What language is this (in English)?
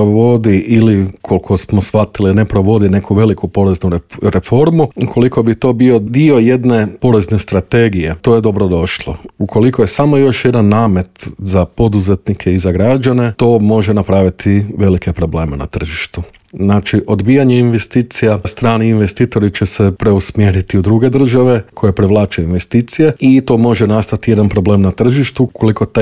Croatian